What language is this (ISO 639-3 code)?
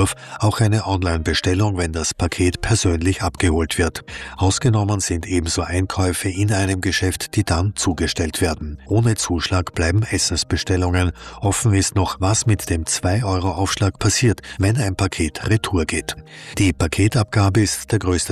deu